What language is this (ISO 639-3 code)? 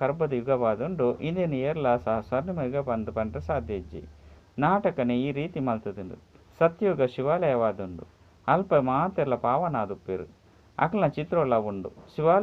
tcy